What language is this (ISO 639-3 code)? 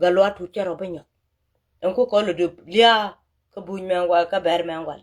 nus